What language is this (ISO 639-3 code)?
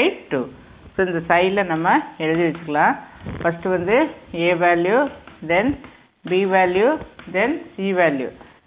tam